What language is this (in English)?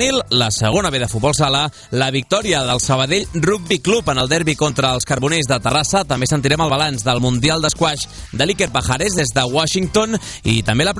Catalan